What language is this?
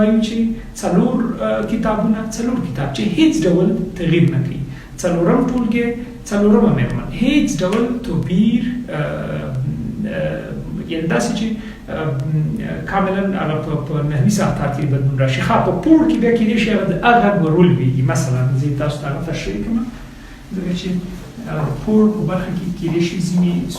Pashto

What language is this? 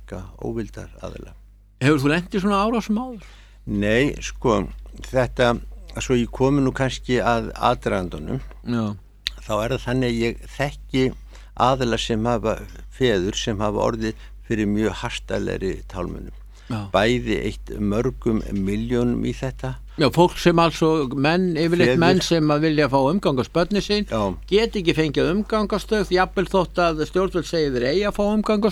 Icelandic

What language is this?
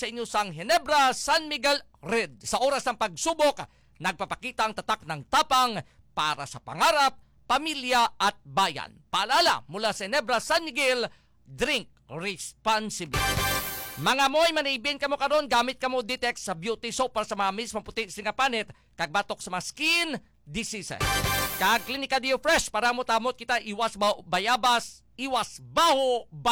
Hiligaynon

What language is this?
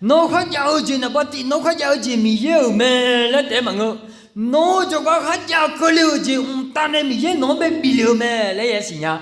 Akha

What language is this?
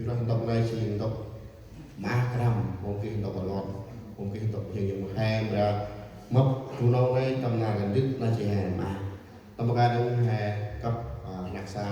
Central Mnong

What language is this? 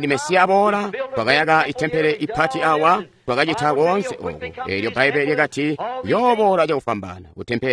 Tonga (Zambia)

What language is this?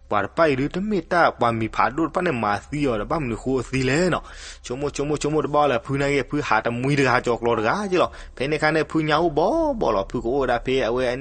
S'gaw Karen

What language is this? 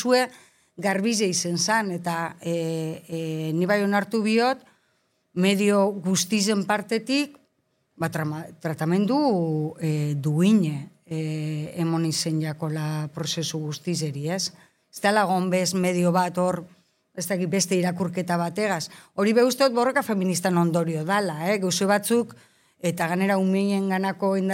Basque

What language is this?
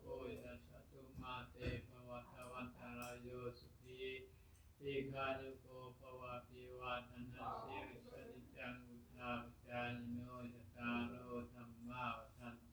Pali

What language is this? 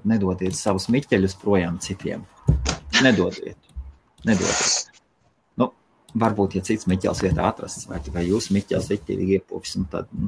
Latvian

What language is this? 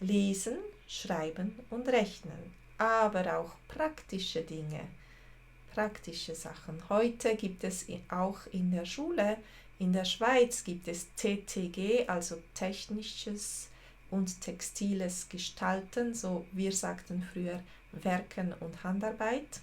Swiss German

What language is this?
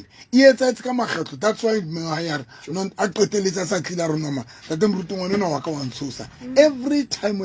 Southern Sotho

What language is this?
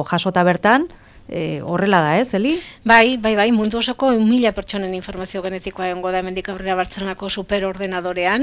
Basque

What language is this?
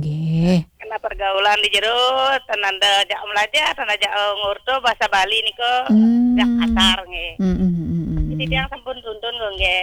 Balinese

